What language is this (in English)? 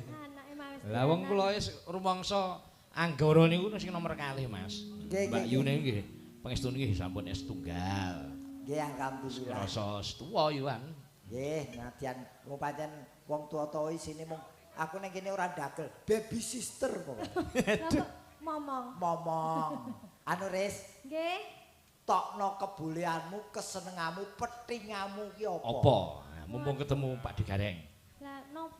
Javanese